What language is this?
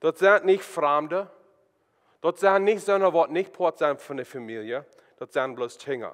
Plautdietsch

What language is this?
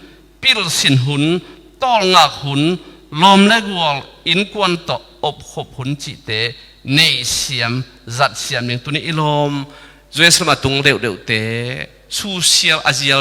Tedim Chin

